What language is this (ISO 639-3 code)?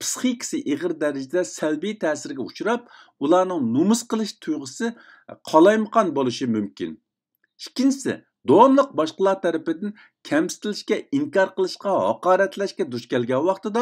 uig